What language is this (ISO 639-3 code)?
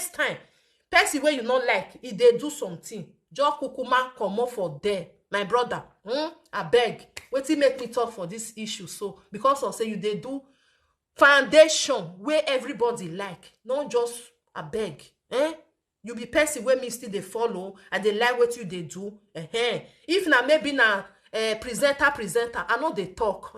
pcm